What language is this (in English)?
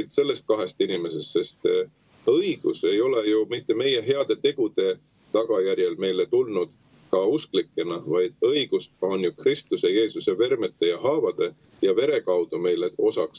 Estonian